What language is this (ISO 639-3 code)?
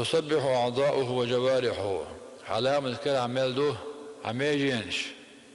che